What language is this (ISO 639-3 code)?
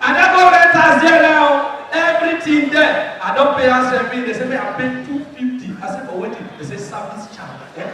pcm